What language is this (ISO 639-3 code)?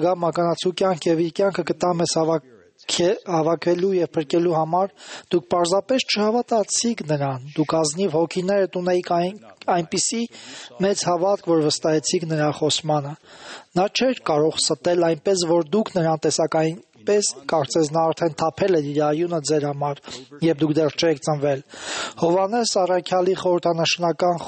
hye